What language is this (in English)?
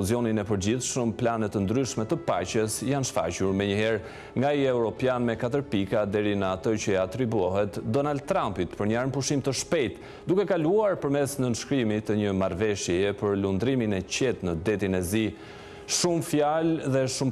Albanian